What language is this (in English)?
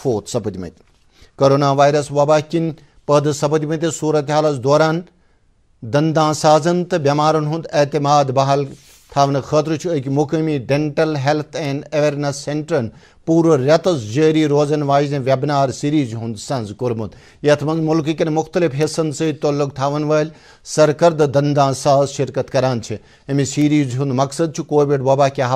Kashmiri